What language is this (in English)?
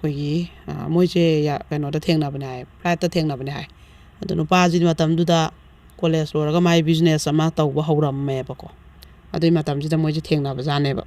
Manipuri